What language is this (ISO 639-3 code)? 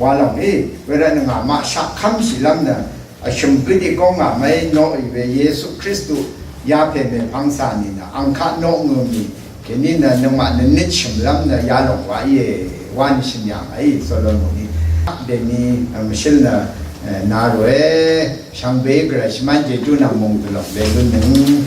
raw